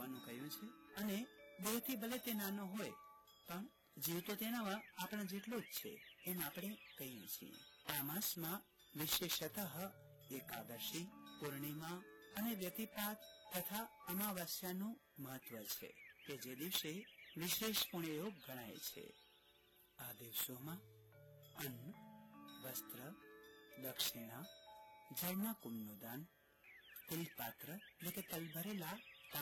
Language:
Gujarati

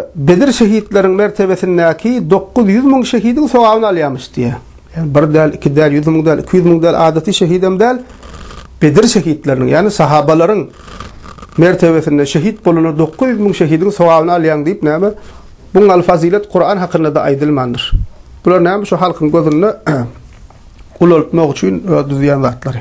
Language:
Turkmen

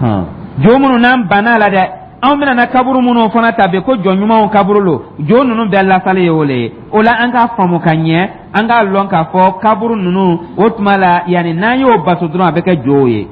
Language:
Dyula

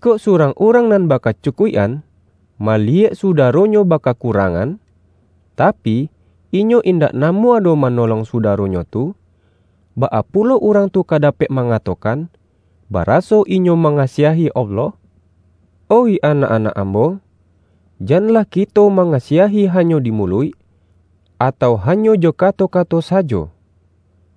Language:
Minangkabau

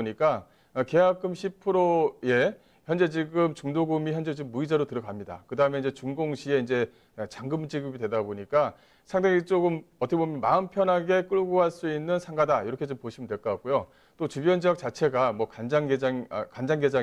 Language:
Korean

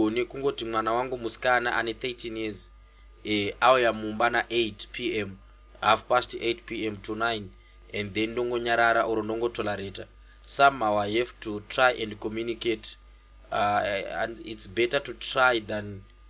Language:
Shona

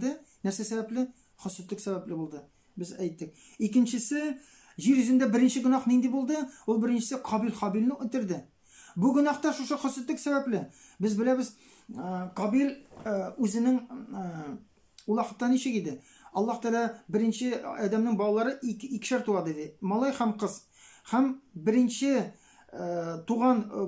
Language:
Tatar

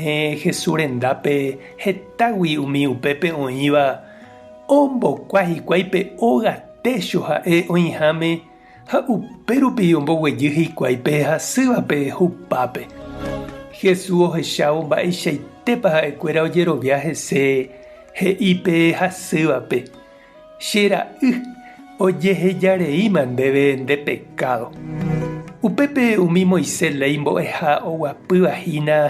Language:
Guarani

